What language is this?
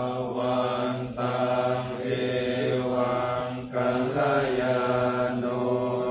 Pali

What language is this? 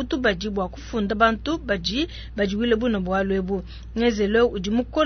Luba-Lulua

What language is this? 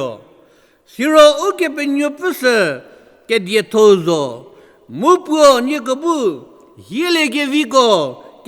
Angami Naga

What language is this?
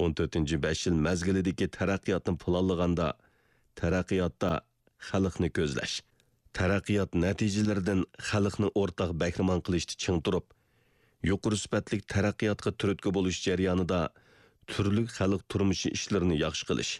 Uyghur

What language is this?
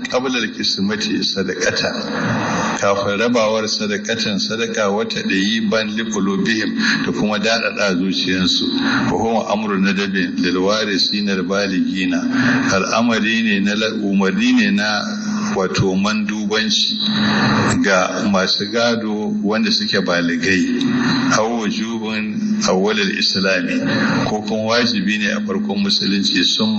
Hausa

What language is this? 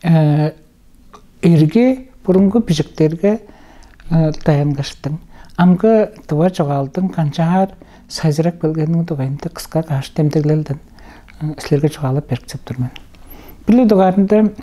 Tuvinian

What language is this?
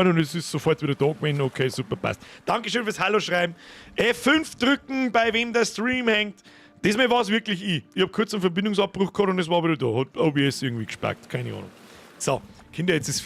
Bavarian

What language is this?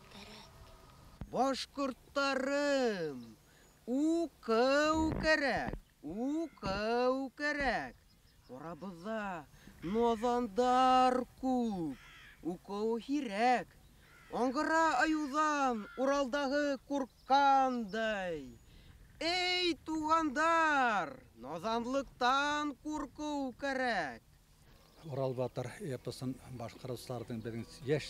Bashkir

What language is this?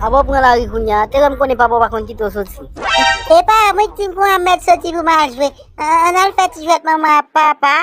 Haitian Creole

